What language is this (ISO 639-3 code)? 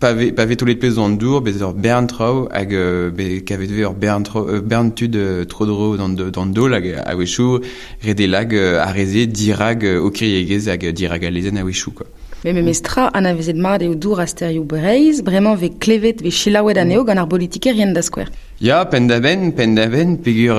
bre